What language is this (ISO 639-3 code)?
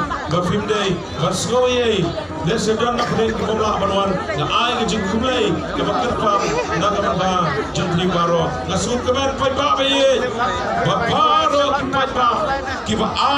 kha